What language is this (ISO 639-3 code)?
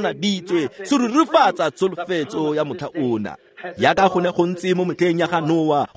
tsn